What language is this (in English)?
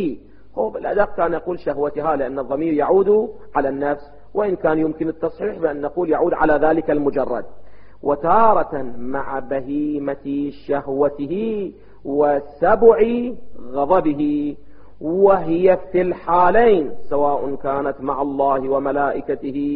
Arabic